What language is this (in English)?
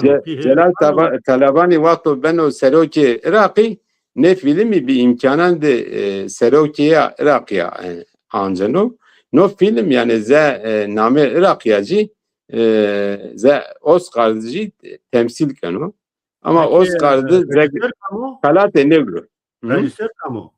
Zaza